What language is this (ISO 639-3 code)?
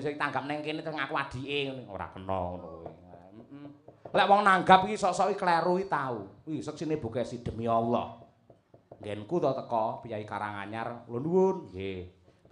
jav